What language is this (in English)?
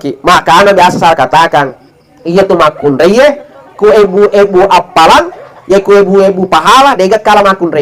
Buginese